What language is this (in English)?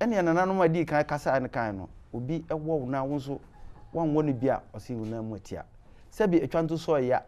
Akan